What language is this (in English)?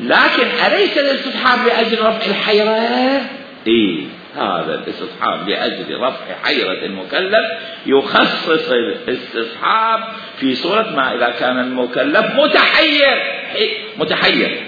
Mesopotamian Arabic